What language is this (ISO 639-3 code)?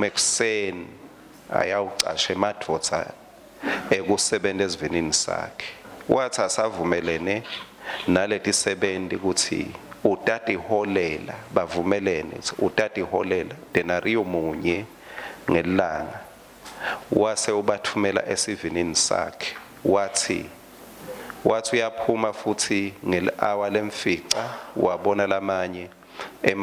ssw